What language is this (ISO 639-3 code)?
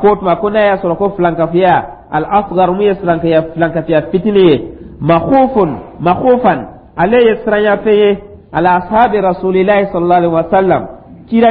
dyu